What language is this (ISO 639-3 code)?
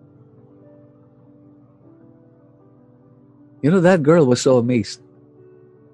fil